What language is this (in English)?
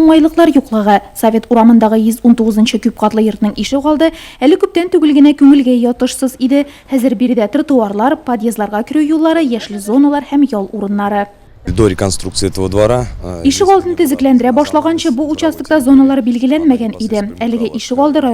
Tatar